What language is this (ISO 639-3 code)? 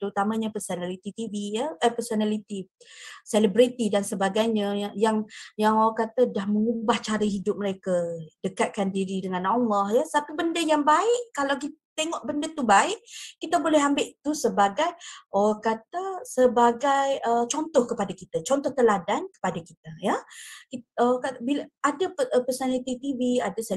msa